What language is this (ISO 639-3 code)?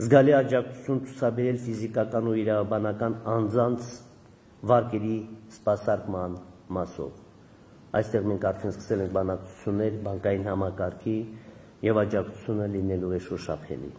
hye